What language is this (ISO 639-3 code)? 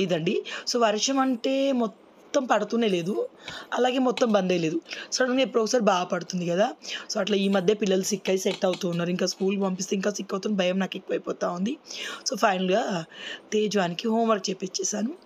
tel